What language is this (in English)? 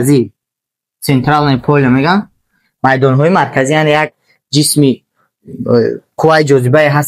Tajik